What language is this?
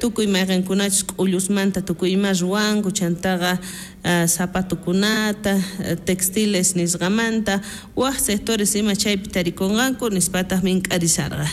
South Bolivian Quechua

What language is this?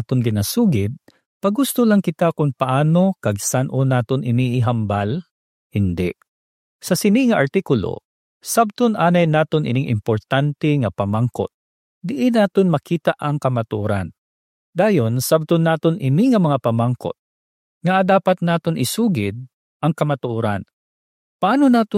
Hiligaynon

